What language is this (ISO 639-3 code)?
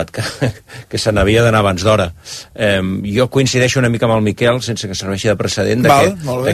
cat